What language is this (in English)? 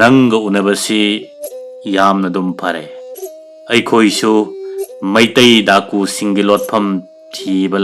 Manipuri